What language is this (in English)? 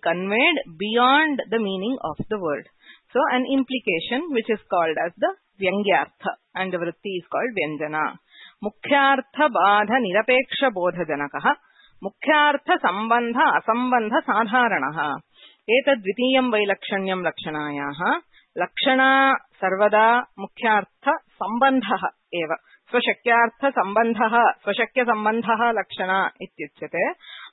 Sanskrit